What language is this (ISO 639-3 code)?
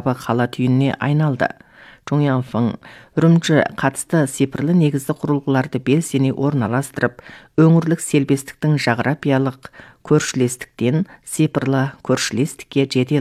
kaz